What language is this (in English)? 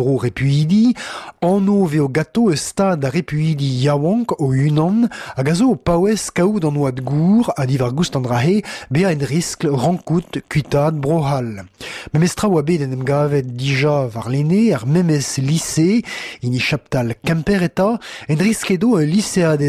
Breton